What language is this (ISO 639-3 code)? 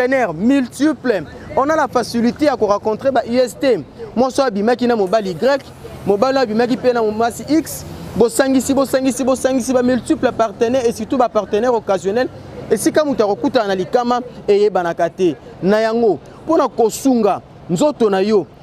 lin